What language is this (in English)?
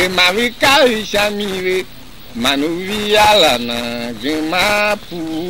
Tiv